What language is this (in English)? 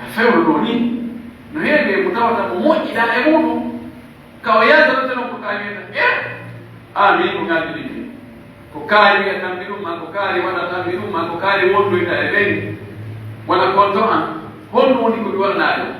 Pular